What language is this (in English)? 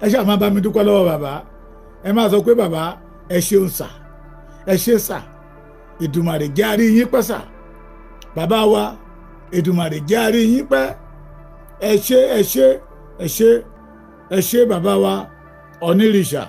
Yoruba